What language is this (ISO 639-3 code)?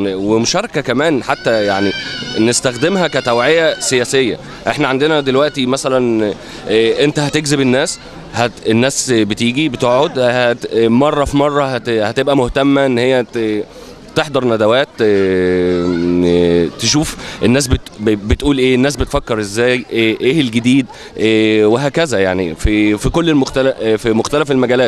arz